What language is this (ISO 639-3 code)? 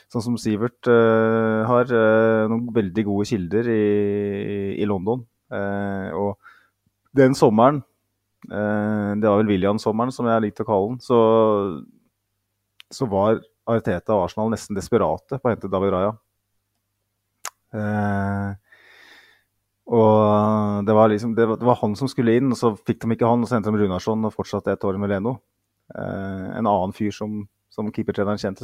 nor